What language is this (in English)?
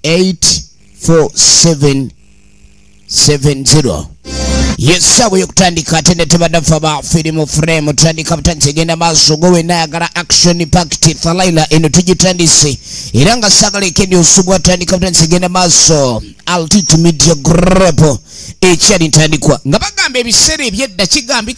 Ganda